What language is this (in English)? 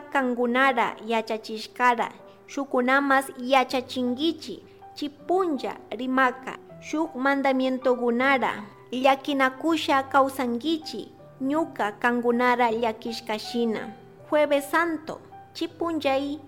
Chimborazo Highland Quichua